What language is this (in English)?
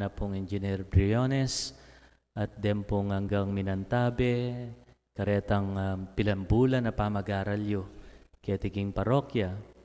Pampanga